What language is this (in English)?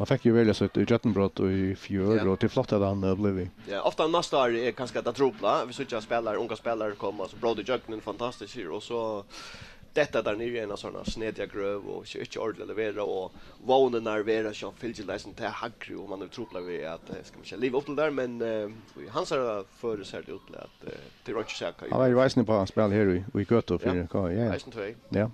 Faroese